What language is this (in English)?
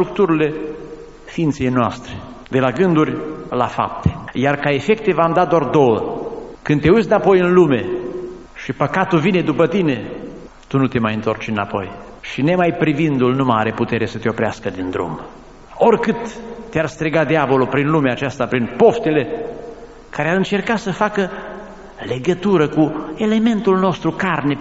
Romanian